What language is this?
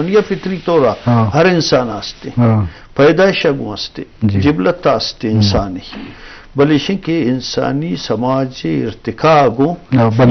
Baluchi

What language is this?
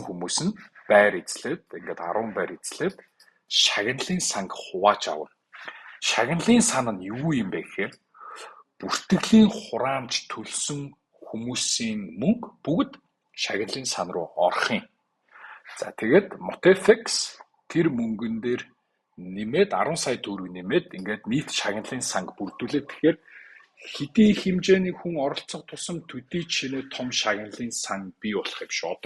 Mongolian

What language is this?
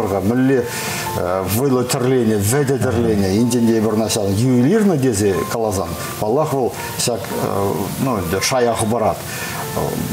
Chuvash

